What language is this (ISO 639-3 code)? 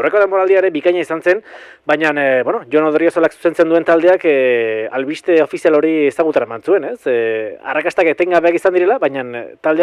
eus